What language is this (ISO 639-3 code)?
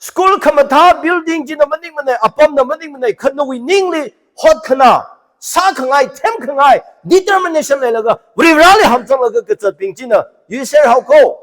nmf